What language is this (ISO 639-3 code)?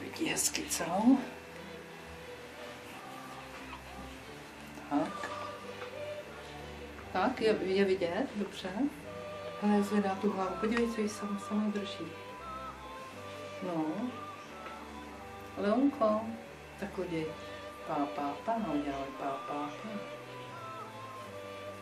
ces